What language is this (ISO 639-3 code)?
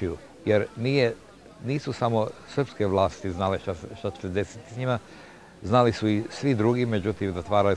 srp